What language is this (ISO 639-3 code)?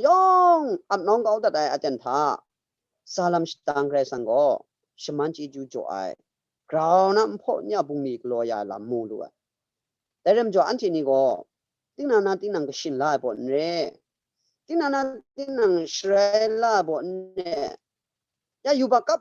kac